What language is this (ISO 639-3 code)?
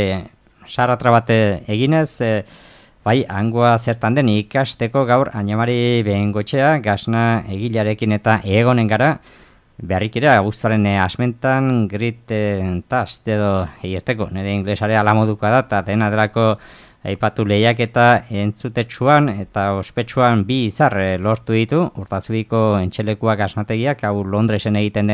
eus